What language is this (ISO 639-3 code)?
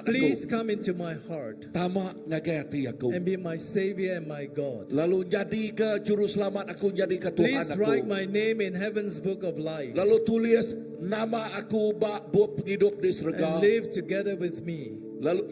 iba